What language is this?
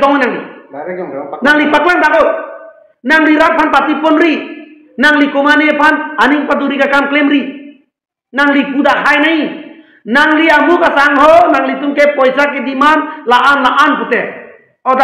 Karbi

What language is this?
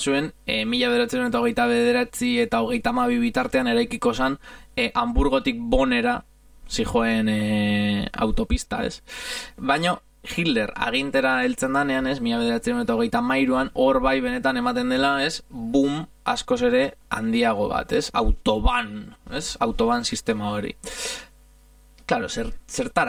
Basque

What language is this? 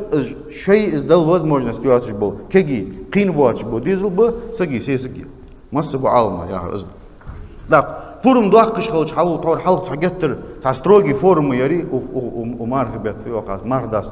Ingush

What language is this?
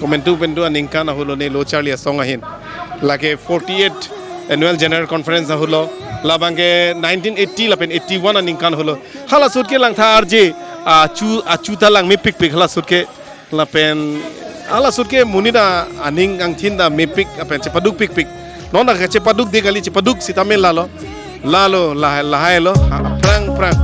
Karbi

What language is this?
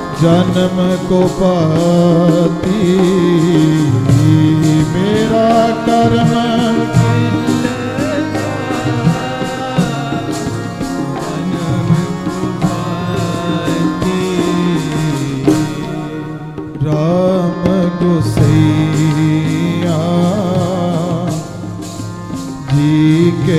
Punjabi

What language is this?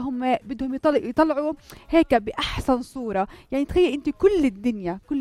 North Levantine Arabic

